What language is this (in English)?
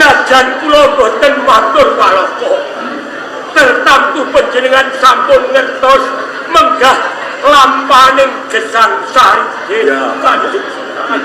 Javanese